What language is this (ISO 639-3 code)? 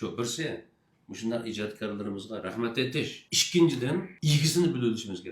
uig